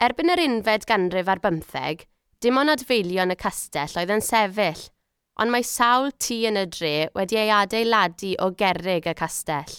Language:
Welsh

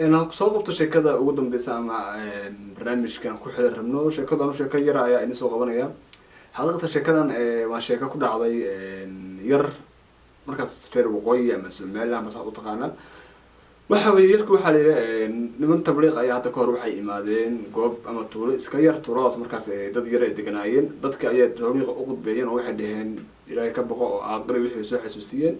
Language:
Somali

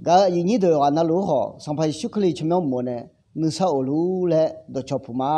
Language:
Akha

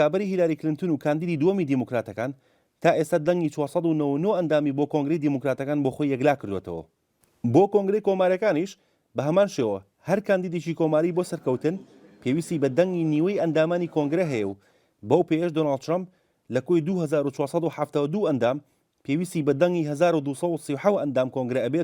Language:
Central Kurdish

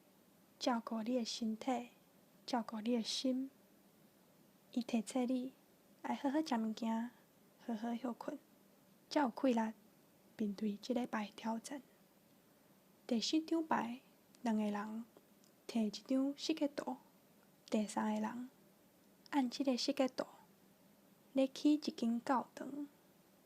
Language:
Min Nan Chinese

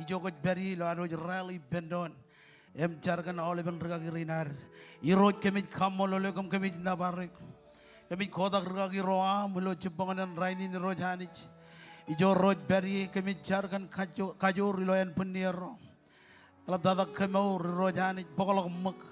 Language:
Marshallese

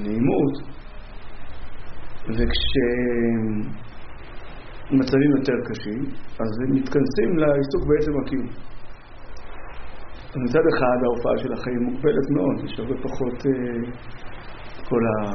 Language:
Hebrew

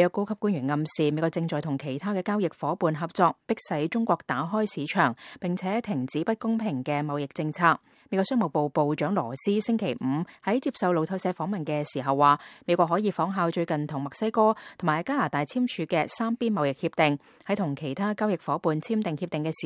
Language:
Cantonese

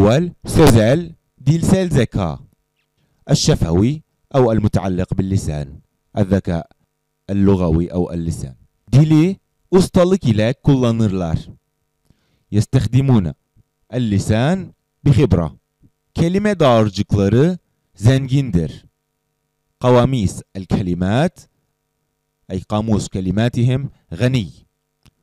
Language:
Turkish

